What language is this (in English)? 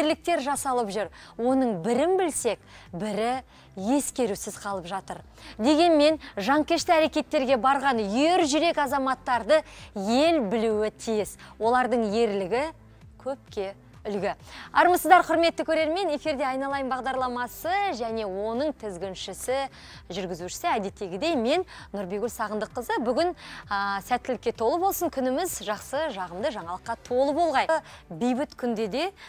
Kazakh